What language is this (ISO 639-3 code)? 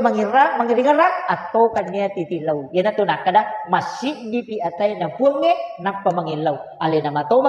bug